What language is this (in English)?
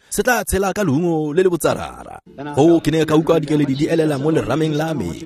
Tswana